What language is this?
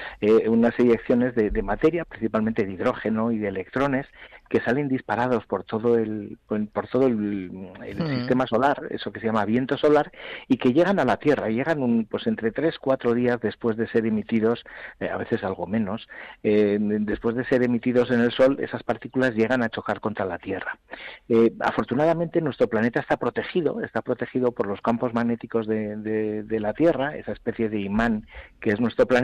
Spanish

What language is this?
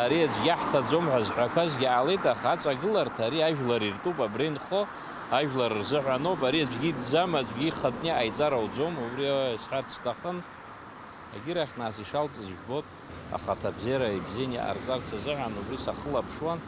Abkhazian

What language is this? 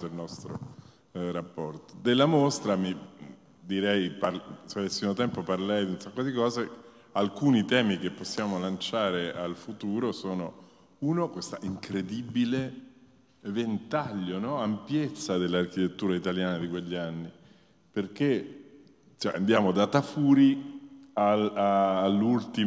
Italian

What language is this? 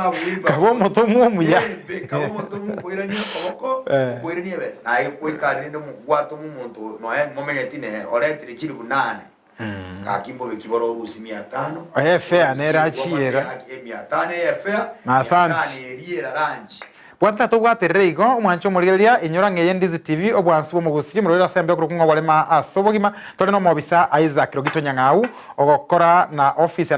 Gusii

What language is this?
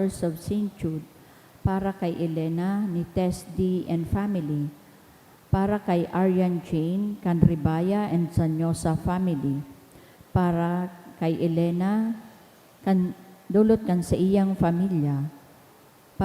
Bikol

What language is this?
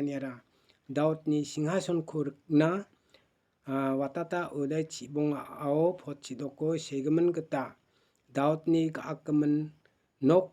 Garo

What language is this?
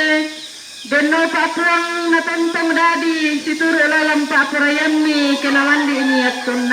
Toraja-Sa'dan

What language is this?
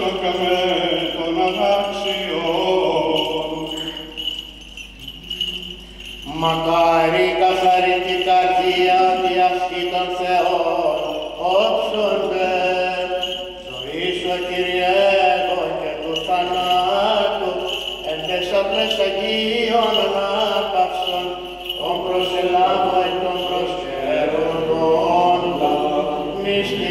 Greek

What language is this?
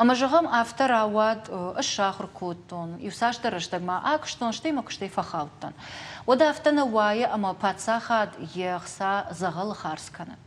Ossetic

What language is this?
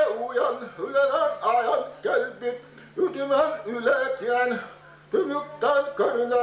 Yakut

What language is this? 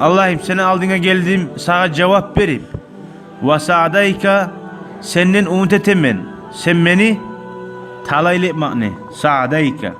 Kumyk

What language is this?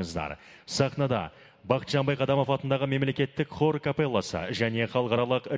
Kazakh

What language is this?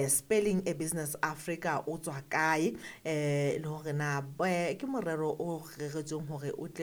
Southern Sotho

